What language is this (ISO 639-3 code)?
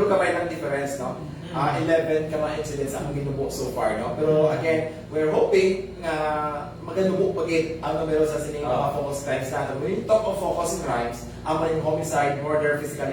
hil